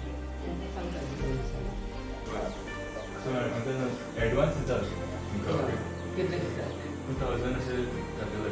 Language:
Konkani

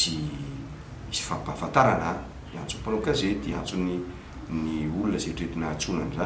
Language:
Malagasy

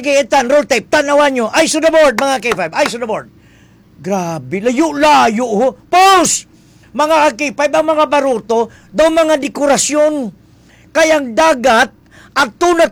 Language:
Hiligaynon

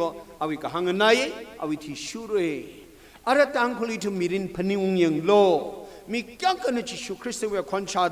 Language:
Tangkhul Naga (India)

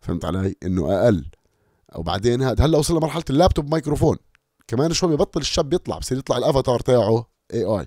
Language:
North Levantine Arabic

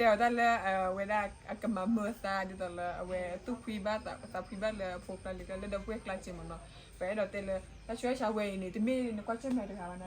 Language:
S'gaw Karen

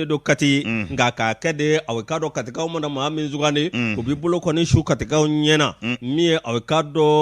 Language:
Bambara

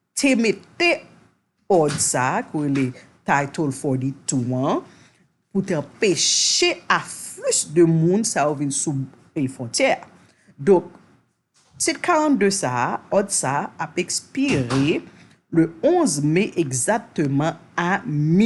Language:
Haitian Creole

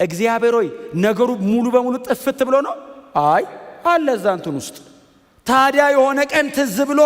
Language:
Amharic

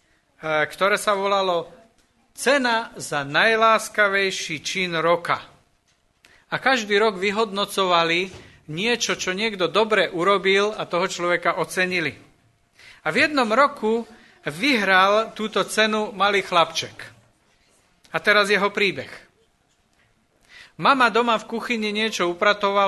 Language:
Slovak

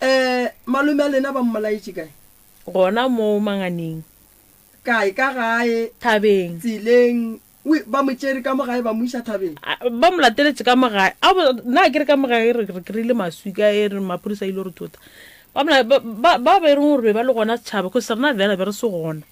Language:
Northern Sotho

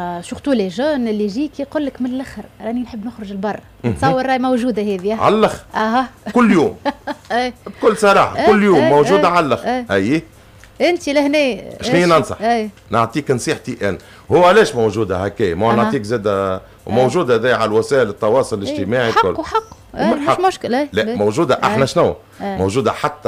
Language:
Tunisian Arabic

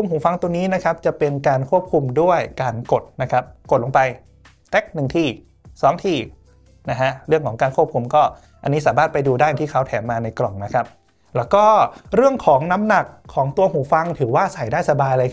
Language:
Thai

